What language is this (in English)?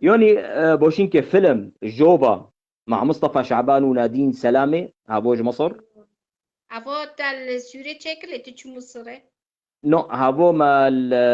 Kurdish